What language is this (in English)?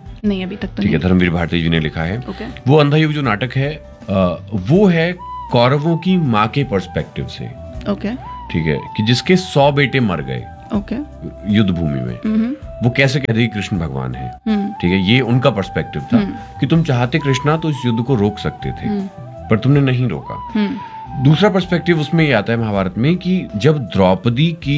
Hindi